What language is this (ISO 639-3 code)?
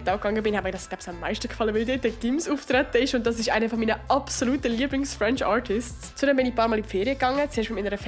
gsw